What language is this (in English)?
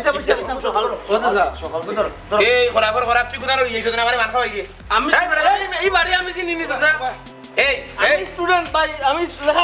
Sylheti